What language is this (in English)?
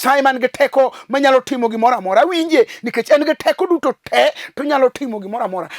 Luo (Kenya and Tanzania)